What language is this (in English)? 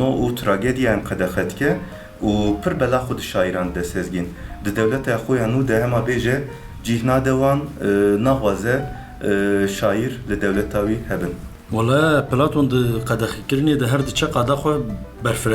Kurdish